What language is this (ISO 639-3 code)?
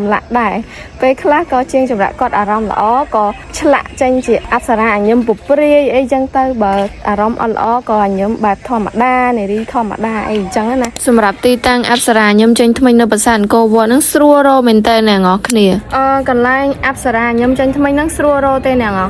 khm